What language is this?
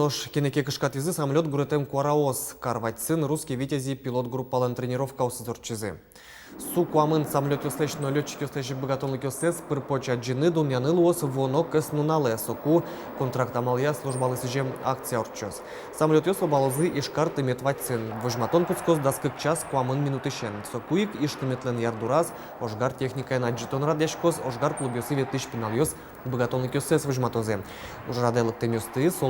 Udmurt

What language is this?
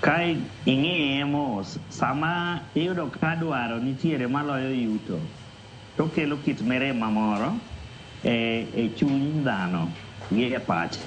Luo (Kenya and Tanzania)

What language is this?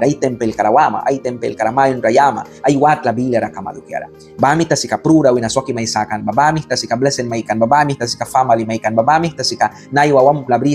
Mískito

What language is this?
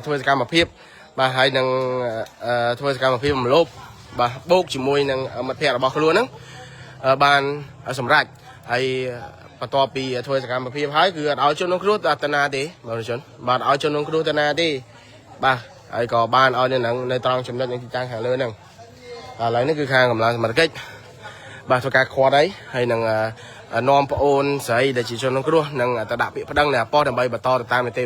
Khmer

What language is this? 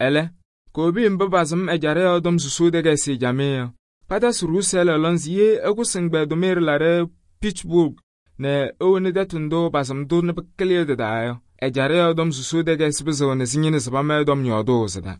Kabiyè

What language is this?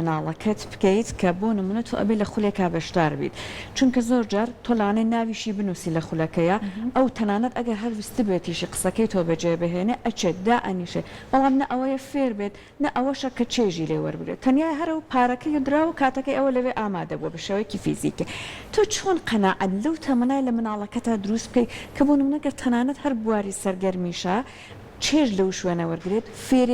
Central Kurdish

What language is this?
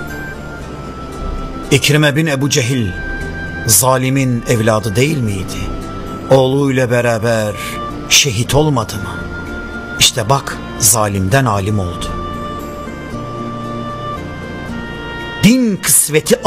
Turkish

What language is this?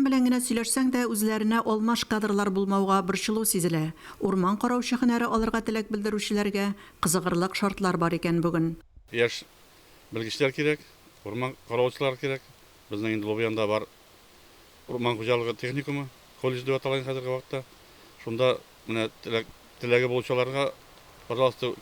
Tatar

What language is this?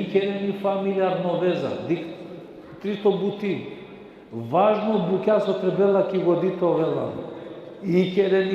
Balkan Romani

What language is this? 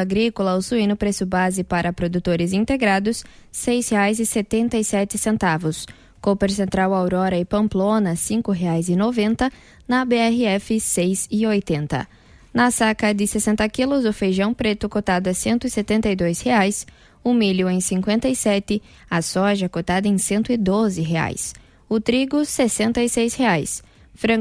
Portuguese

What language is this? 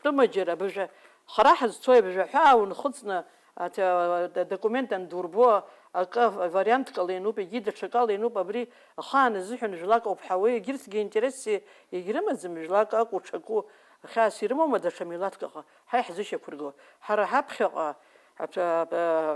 Abkhazian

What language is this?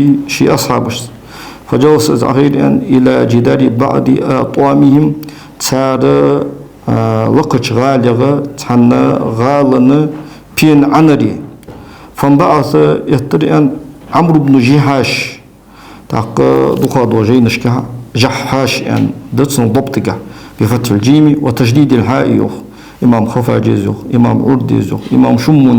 Ingush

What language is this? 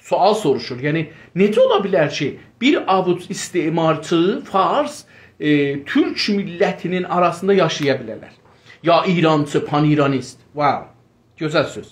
South Azerbaijani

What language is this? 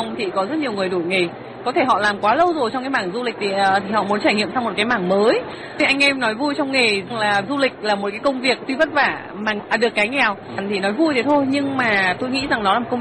Vietnamese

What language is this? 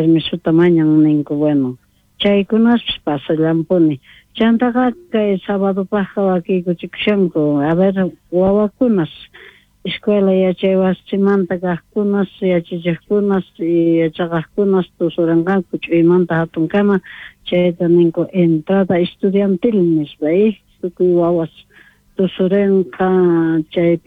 South Bolivian Quechua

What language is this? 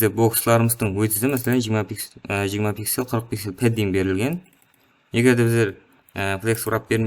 Kara-Kalpak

